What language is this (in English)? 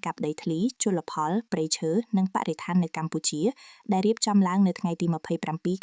Khmer